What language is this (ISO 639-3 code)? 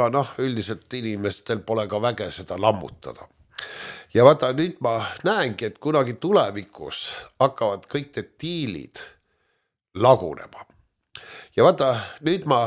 est